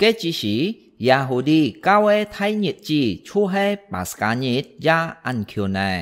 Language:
Hakka Chinese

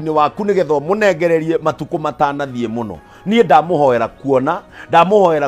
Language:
Kikuyu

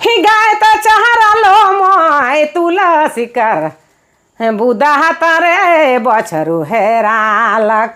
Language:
Sadri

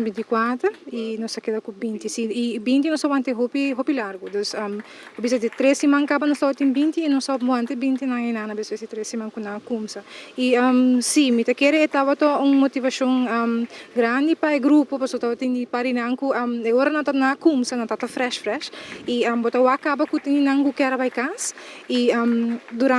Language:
Papiamento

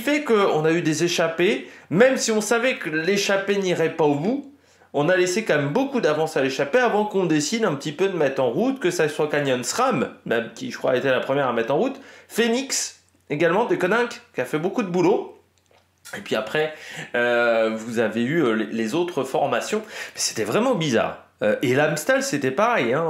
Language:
French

